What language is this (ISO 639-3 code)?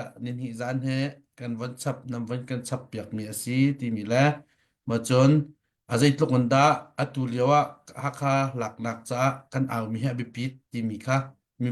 cnh